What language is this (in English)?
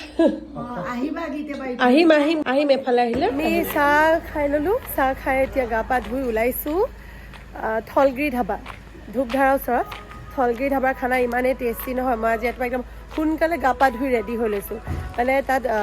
Assamese